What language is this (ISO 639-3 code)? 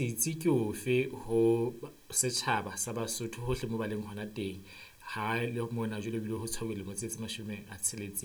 sot